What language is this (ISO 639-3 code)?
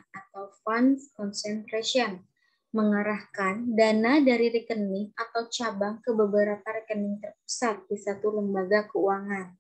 ind